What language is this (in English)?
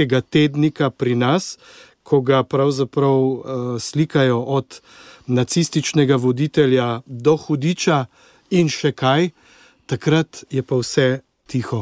Slovenian